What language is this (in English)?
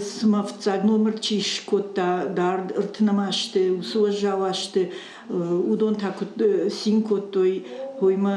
Ossetic